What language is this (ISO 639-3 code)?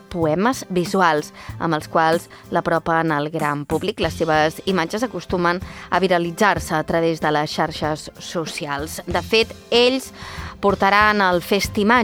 cat